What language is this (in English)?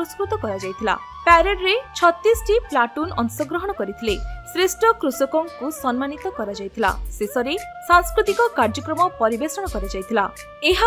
Odia